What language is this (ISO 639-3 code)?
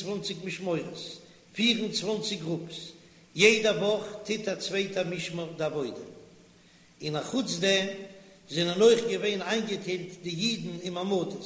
yid